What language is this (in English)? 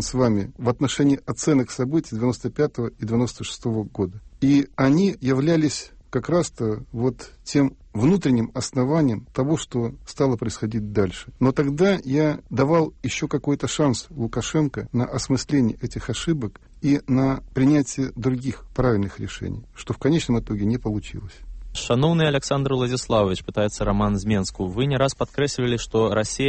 Belarusian